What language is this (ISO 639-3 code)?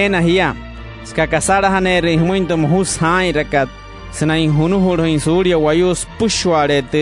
guc